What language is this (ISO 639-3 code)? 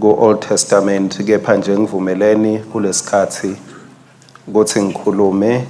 ssw